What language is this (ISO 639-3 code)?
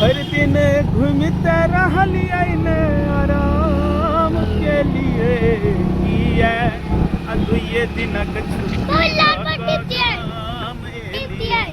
mai